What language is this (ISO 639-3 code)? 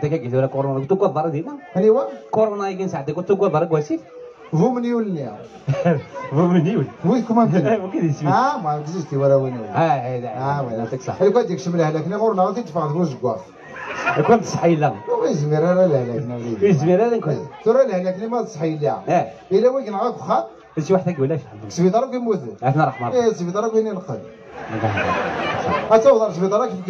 arq